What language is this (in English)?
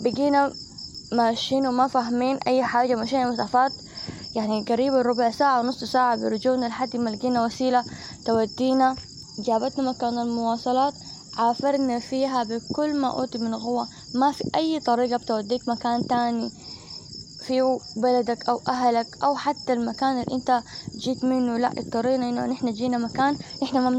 Sudanese Arabic